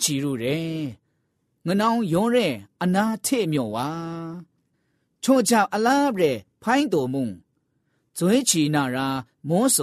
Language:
Burmese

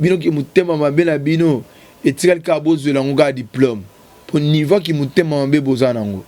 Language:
Lingala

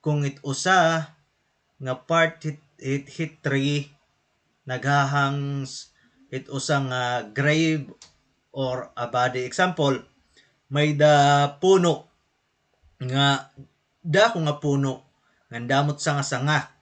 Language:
Waray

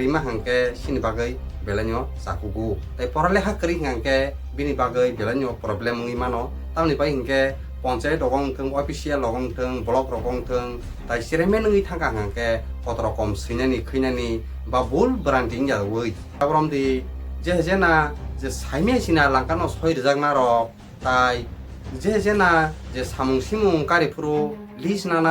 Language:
Kok Borok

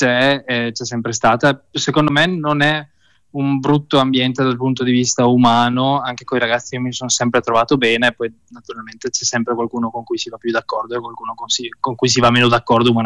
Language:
Italian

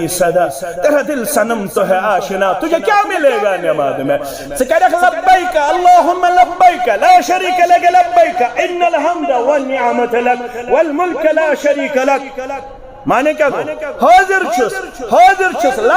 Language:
Kashmiri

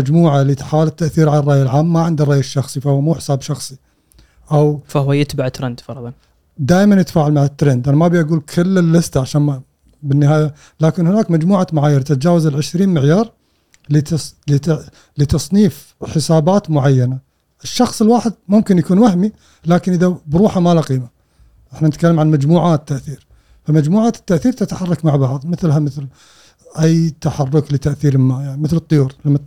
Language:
Gulf Arabic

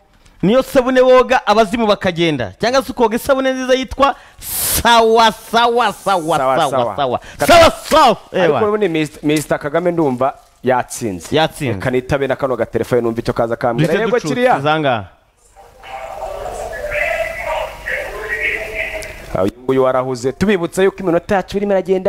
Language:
Kinyarwanda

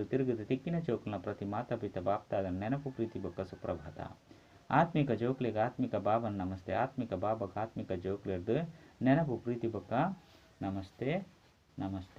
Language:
Tulu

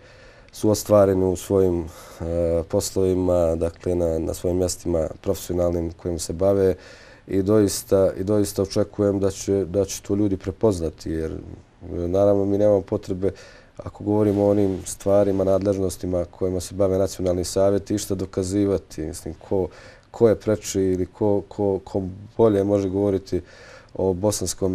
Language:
Bosnian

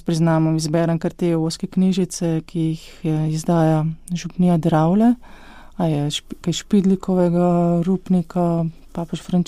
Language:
Slovenian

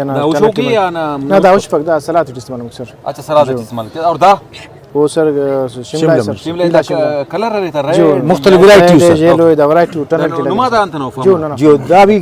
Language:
Brahui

